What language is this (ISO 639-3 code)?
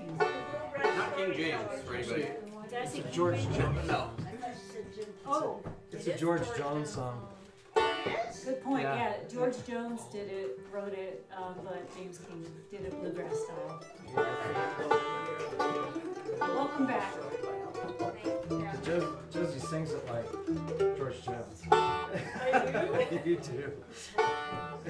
eng